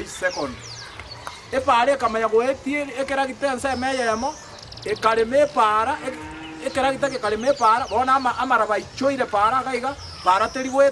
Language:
Gusii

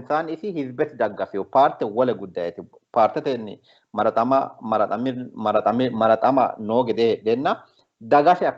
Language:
Sidamo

